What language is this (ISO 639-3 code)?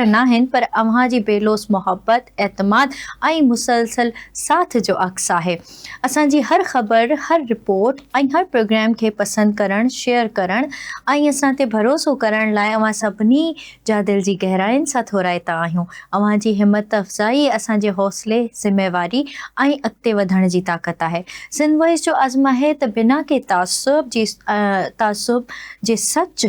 snd